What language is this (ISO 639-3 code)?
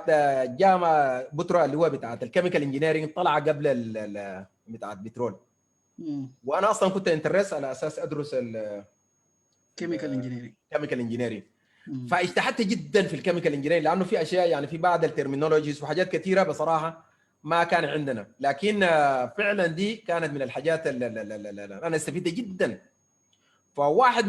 apd